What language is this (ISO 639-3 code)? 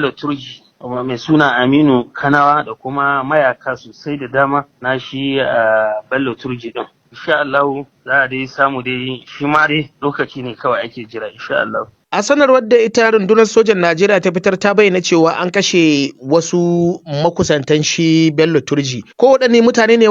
hau